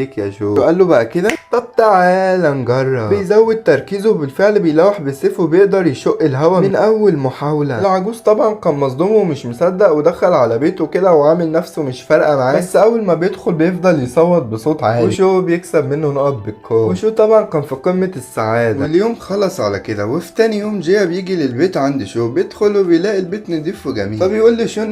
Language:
Egyptian Arabic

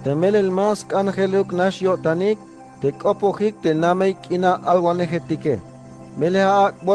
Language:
Tzeltal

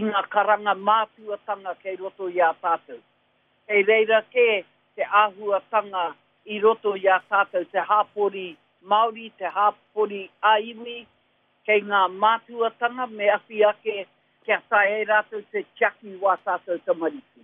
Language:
Māori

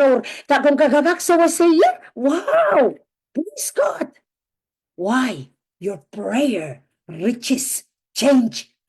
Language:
Pohnpeian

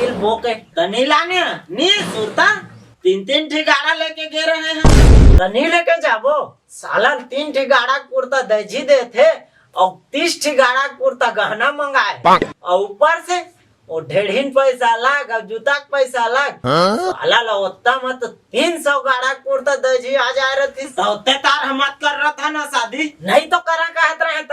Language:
Chhattisgarhi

